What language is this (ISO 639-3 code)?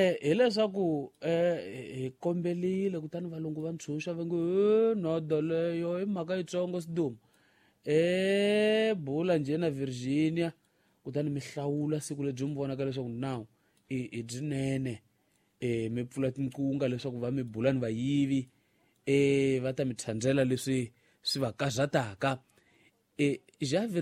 tso